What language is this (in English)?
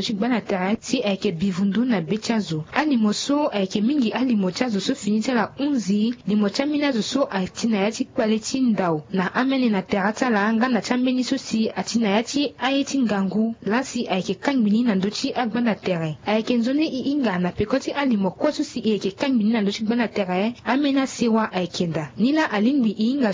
Sango